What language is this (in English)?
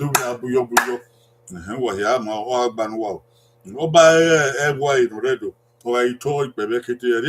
Bini